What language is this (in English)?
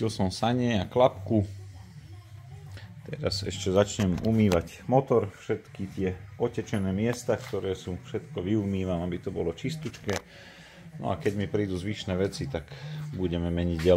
Slovak